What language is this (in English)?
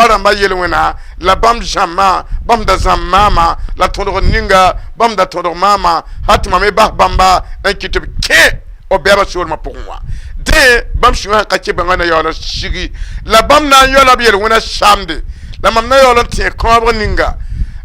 Mossi